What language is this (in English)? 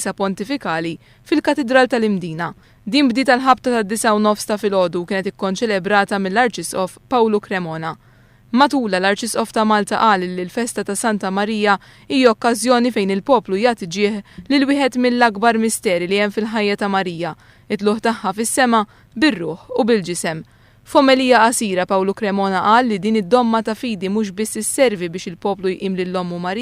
Maltese